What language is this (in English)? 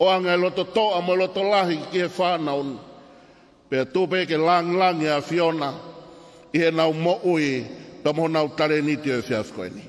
Tongan